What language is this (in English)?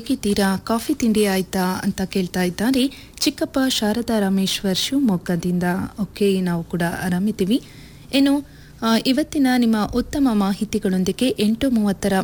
Kannada